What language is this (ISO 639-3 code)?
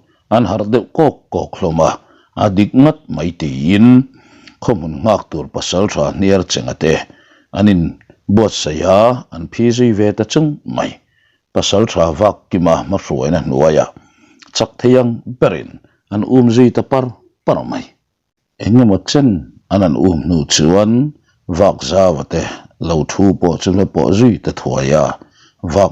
lus